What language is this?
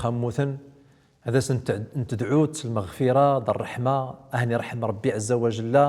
Central Atlas Tamazight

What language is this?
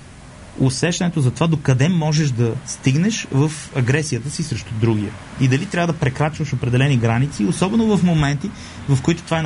Bulgarian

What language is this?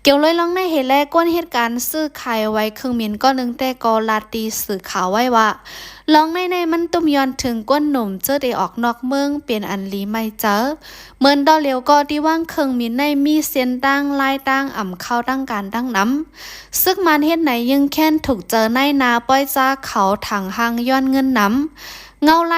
Shan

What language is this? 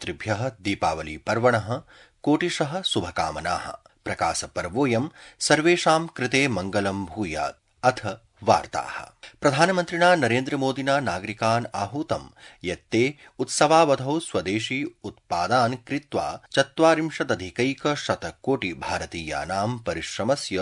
Sanskrit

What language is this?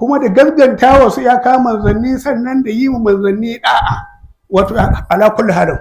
Hausa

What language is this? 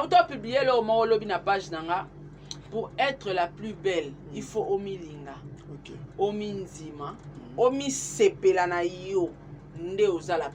Lingala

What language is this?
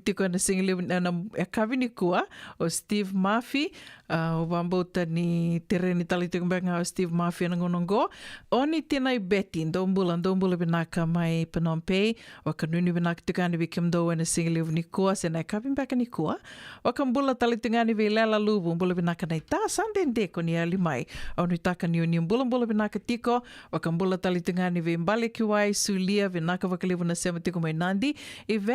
Fijian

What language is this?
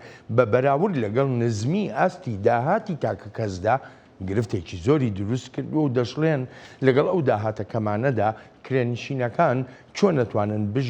Central Kurdish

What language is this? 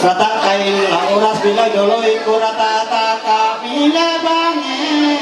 Ma'anyan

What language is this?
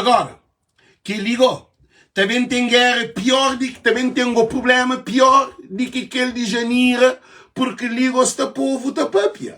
Kabuverdianu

